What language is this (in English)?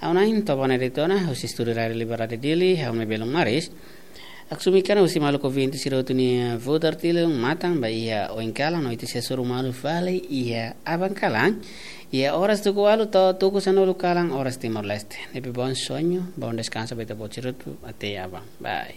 Tetum